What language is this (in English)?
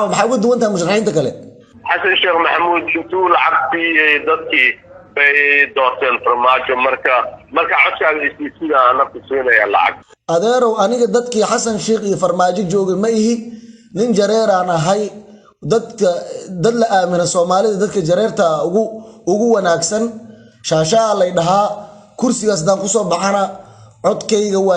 Somali